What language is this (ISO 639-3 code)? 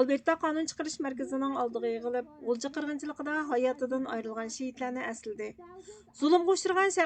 uig